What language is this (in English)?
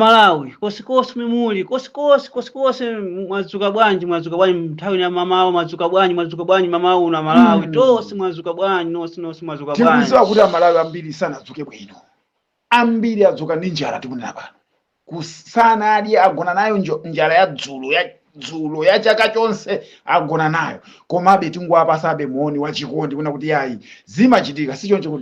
Nyanja